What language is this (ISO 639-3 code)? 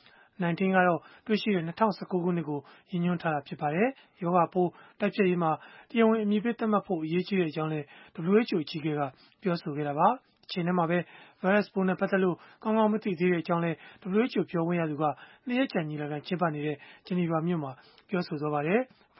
mya